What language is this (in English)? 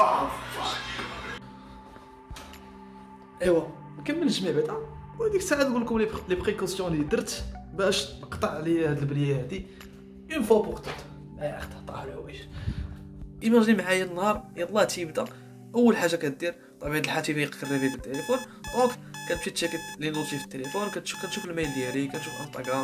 Moroccan Arabic